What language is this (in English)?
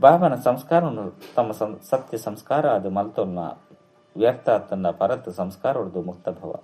Tulu